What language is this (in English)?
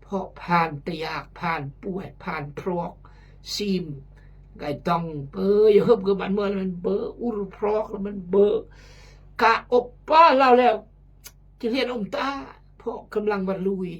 Khmu